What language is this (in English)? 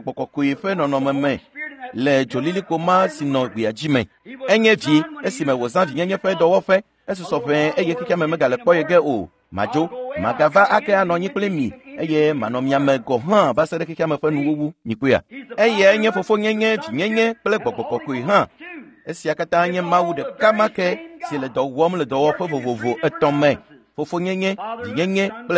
Ewe